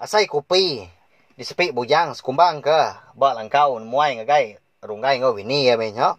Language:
Iban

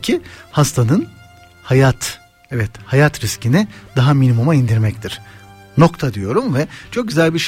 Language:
Turkish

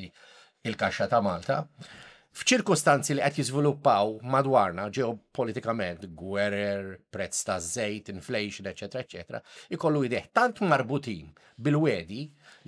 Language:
Maltese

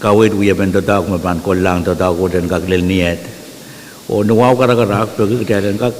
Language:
Pohnpeian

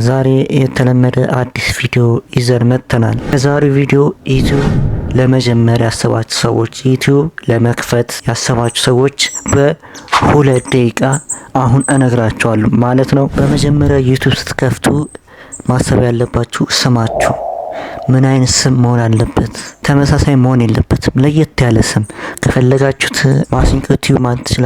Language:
Amharic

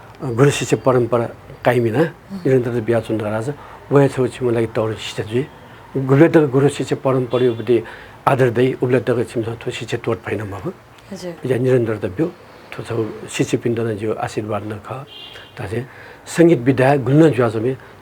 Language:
Newari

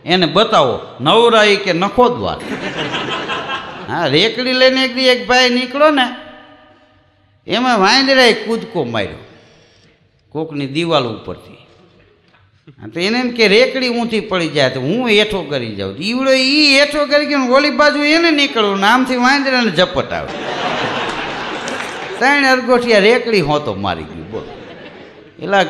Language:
Gujarati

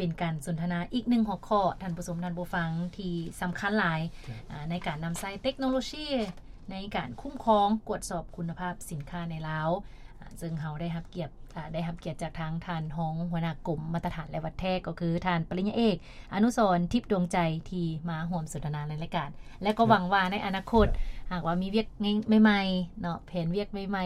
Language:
Lao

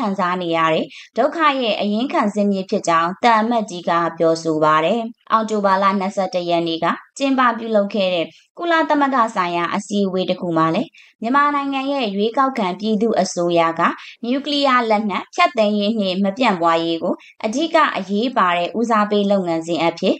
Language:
Burmese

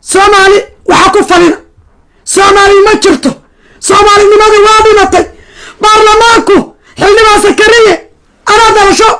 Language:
Somali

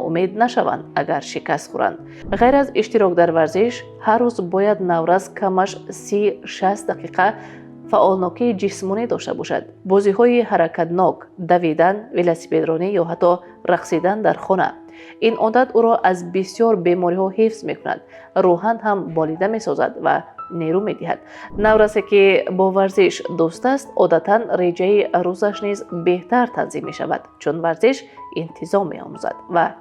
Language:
Tajik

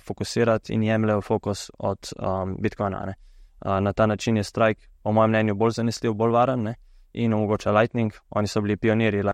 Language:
Slovenian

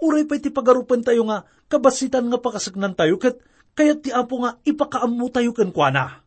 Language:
Iloko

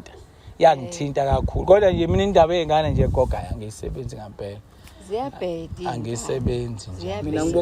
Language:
Zulu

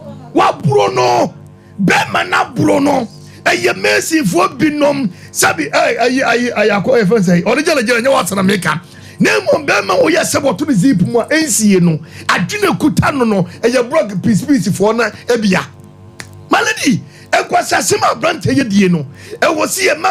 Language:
Akan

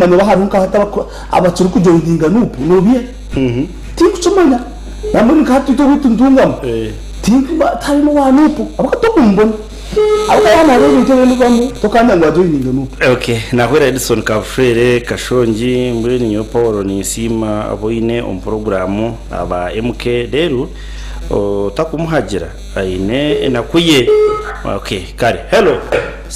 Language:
Nyankole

